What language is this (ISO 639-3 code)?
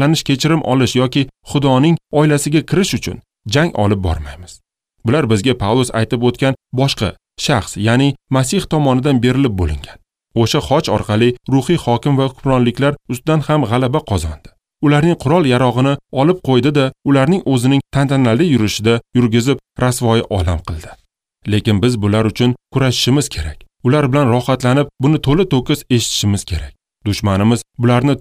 uzb